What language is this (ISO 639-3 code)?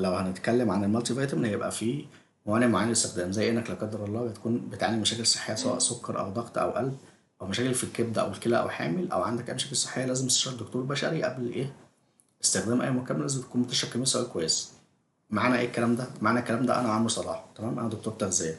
arz